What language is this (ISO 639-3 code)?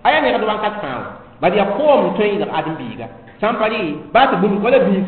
mos